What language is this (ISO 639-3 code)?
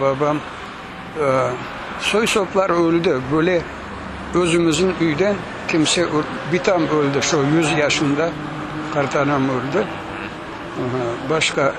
crh